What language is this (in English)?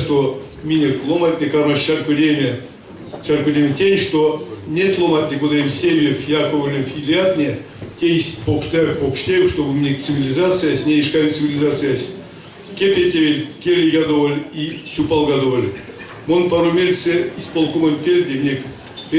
Erzya